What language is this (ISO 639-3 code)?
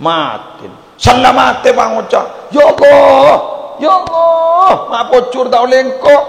mad